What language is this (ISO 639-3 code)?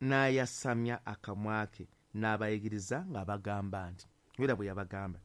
lug